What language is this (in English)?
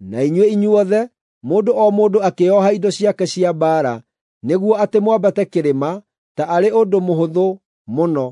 Kikuyu